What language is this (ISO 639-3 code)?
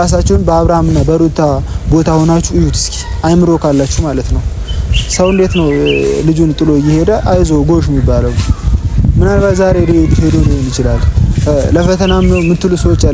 amh